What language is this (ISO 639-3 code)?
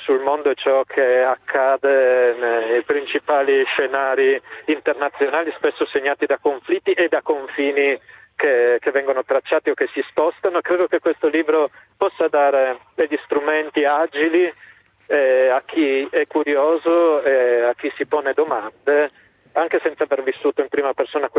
ita